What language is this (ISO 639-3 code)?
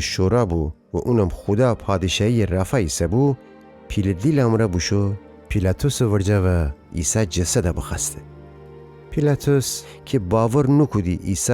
glk